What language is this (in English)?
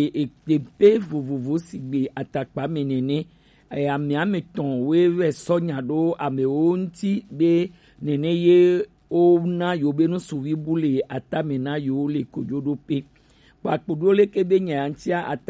Gen